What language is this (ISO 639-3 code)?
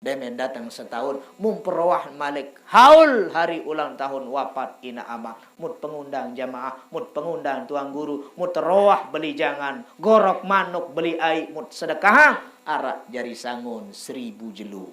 sas